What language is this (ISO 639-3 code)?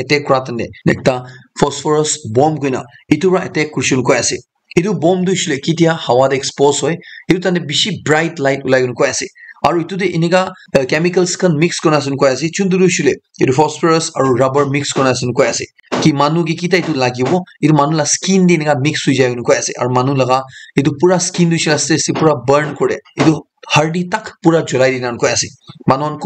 nag